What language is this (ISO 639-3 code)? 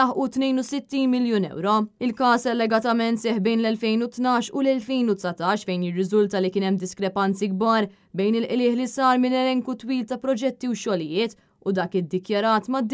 mlt